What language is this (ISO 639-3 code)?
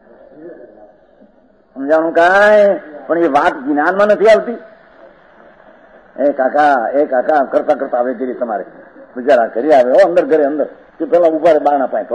guj